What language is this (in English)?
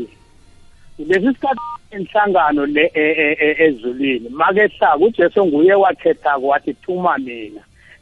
South Ndebele